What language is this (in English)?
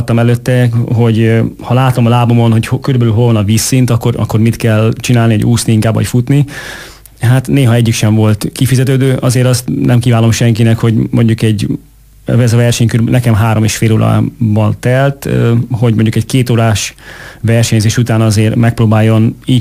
Hungarian